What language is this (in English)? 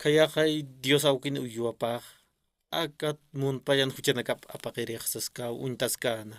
Aymara